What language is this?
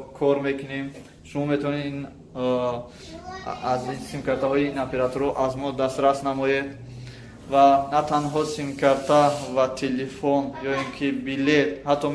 Tajik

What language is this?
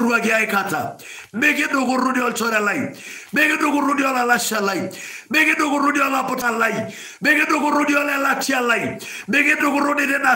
Masai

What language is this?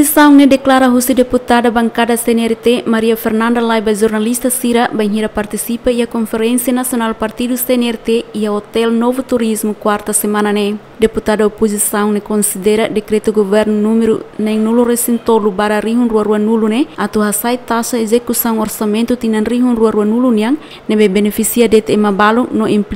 Tetum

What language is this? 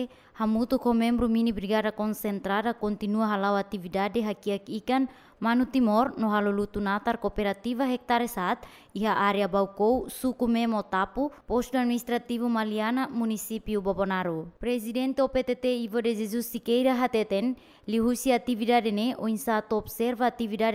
Tetum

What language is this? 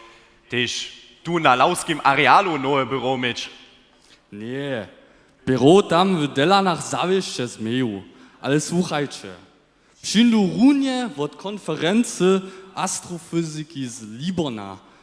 Upper Sorbian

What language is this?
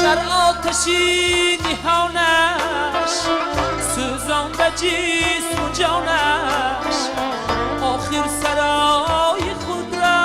Tajik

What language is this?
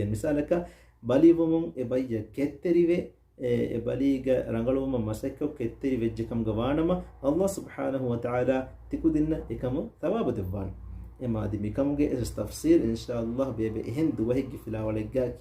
Divehi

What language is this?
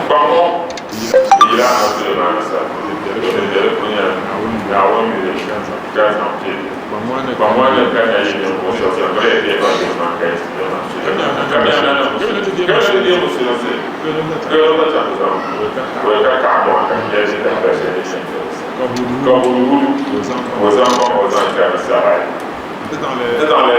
Dagbani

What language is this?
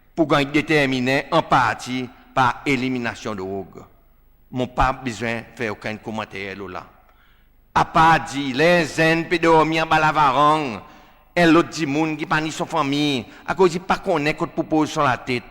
Seselwa Creole French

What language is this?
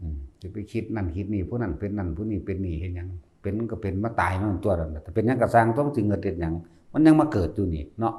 Northeastern Thai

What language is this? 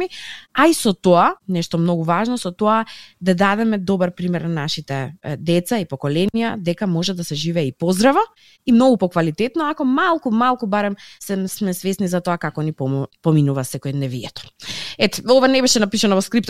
Macedonian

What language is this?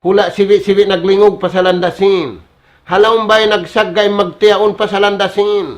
Tausug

